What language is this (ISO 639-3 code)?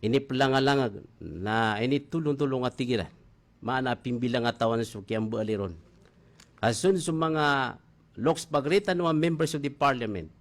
mrw